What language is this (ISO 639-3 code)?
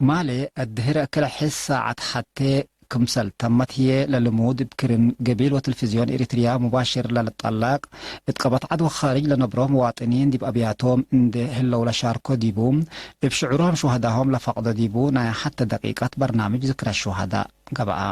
tig